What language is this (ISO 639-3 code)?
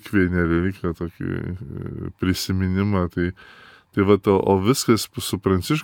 lit